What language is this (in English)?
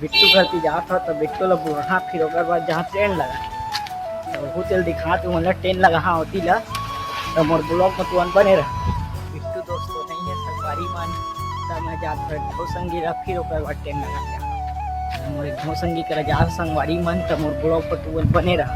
Chhattisgarhi